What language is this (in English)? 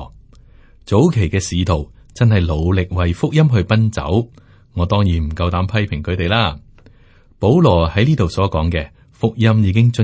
Cantonese